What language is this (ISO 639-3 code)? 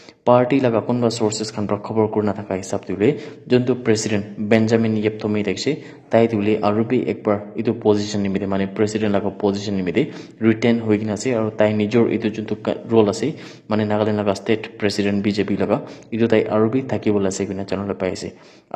nag